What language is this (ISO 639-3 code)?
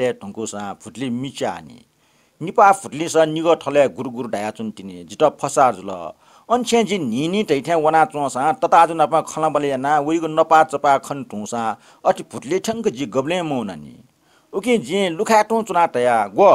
new